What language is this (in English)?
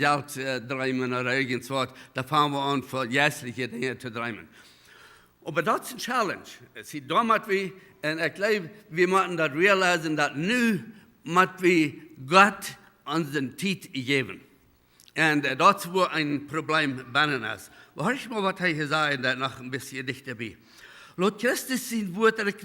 Plautdietsch